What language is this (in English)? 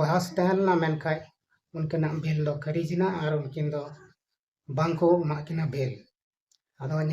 Santali